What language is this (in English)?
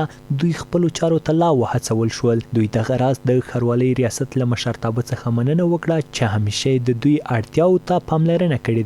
Pashto